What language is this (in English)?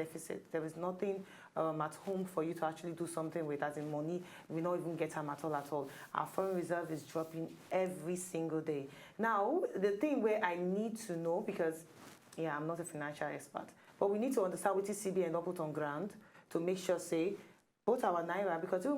Nigerian Pidgin